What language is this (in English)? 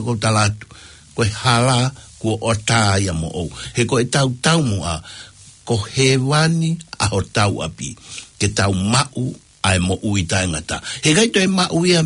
Tongan